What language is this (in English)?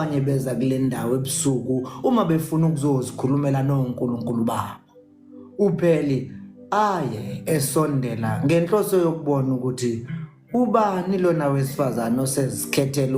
Zulu